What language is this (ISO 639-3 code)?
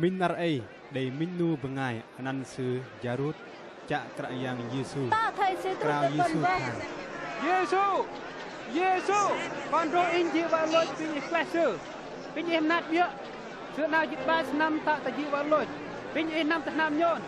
bdq